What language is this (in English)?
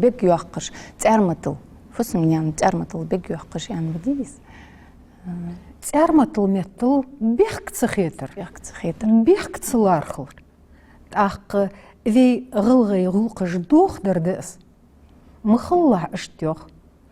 Ingush